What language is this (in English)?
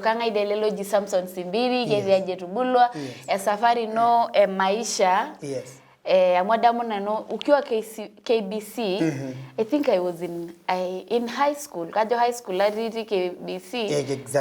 Masai